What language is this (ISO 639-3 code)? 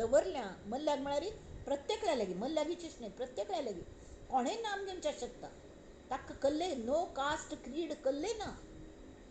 kok